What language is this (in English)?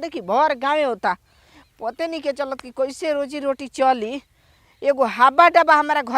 Bhojpuri